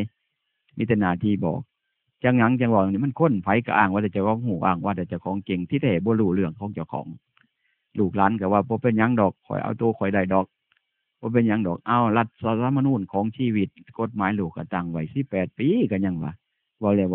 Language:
Northeastern Thai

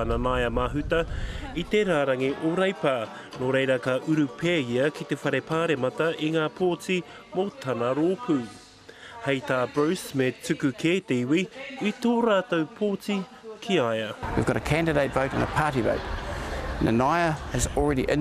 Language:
Māori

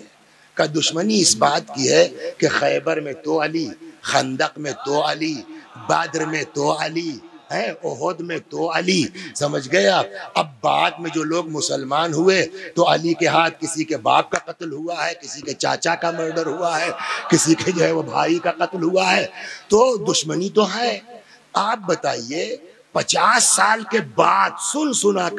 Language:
Hindi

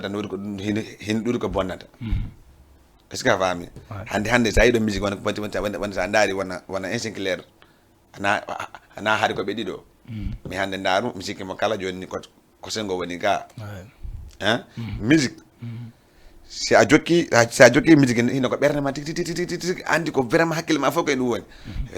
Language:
Fula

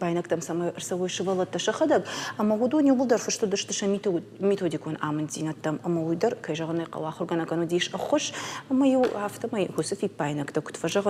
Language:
Ossetic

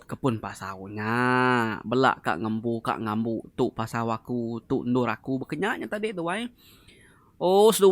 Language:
Iban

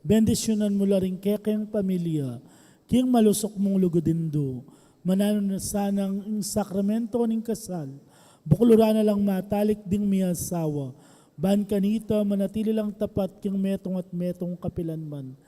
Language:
Pampanga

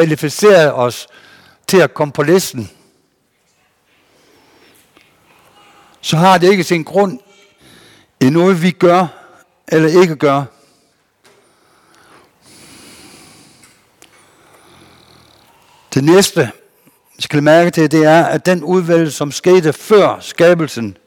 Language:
Danish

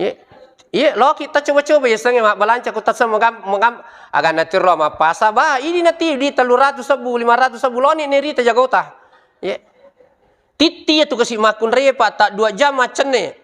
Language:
Buginese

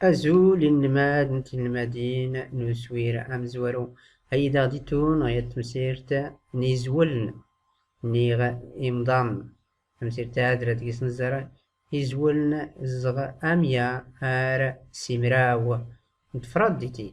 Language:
Tachelhit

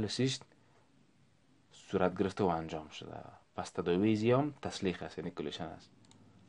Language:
Persian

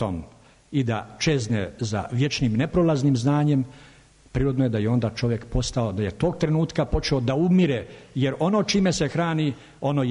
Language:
Serbian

